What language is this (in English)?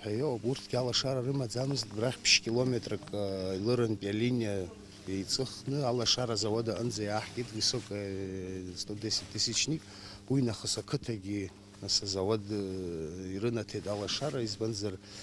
Abkhazian